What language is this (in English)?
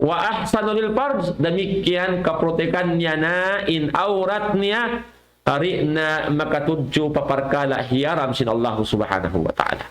Tausug